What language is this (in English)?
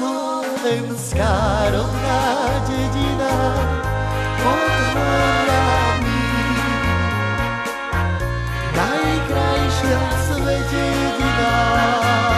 Slovak